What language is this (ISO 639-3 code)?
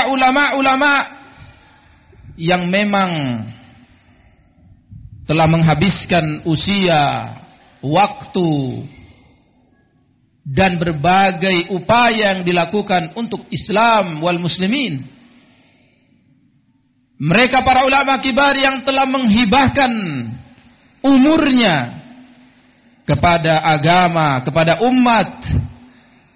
ind